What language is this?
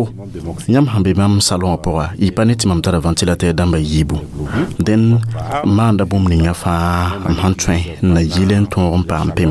Mossi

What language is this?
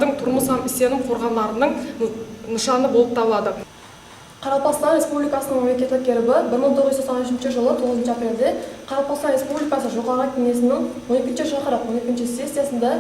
Kara-Kalpak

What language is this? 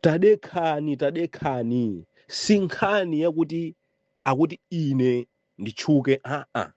Nyanja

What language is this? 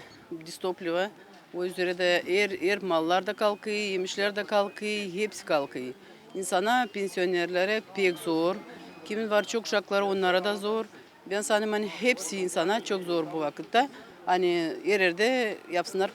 Gagauz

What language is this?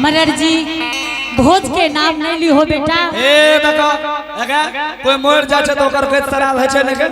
Angika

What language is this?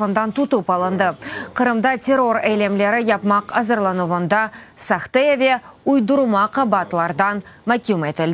Crimean Tatar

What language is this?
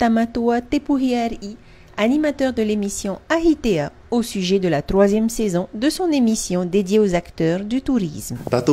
Tahitian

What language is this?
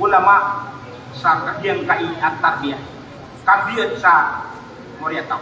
Maranao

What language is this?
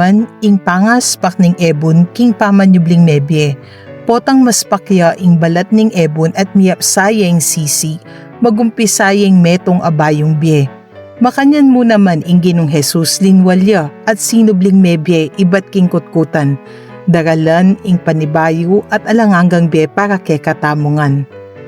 Pampanga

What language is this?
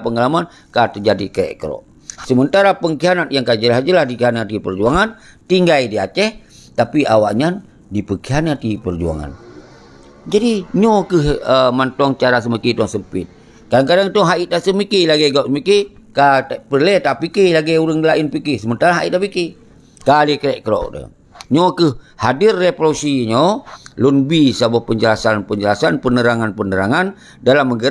Achinese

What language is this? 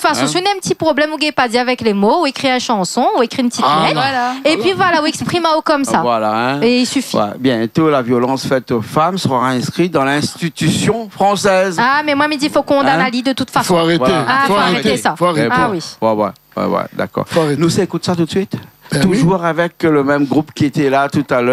Réunion Creole French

